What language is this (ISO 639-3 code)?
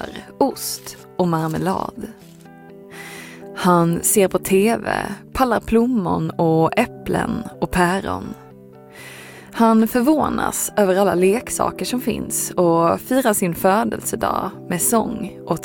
swe